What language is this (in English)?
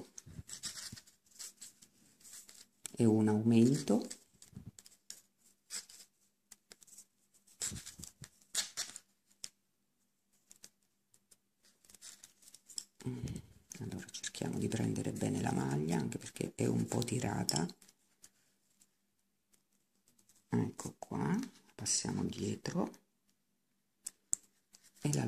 Italian